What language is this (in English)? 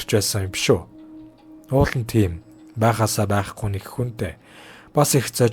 Mongolian